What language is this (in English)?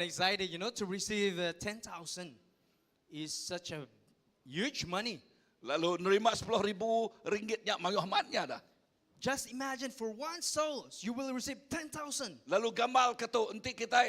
Iban